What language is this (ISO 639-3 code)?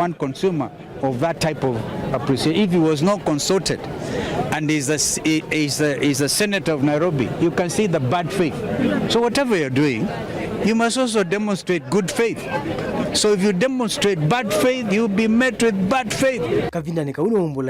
kam